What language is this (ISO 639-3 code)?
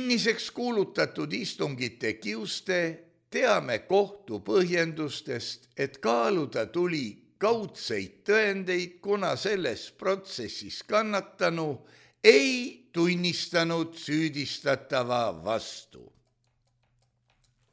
est